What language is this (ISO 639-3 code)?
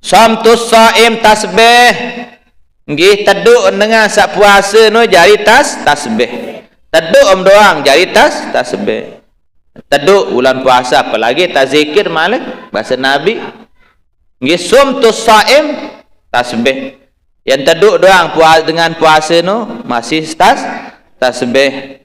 sas